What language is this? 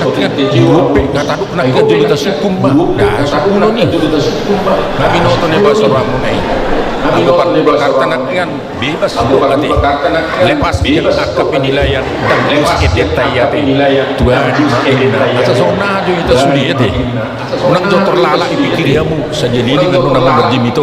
Batak Toba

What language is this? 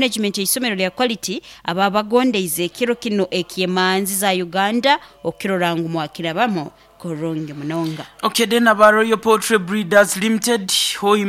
Nyoro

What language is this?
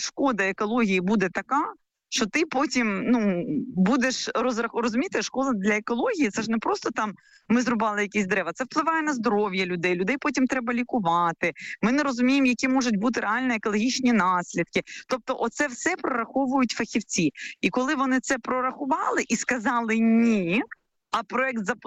Ukrainian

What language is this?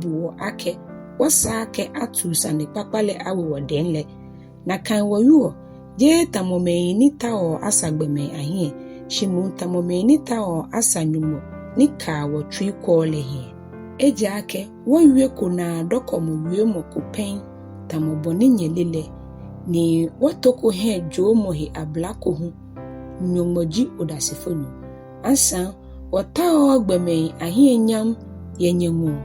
Ga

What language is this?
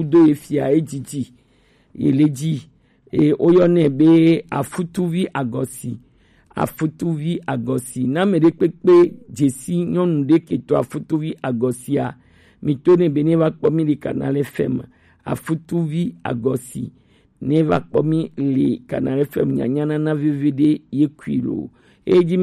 Gen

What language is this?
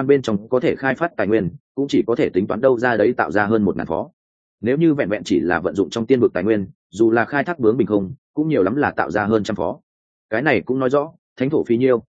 Vietnamese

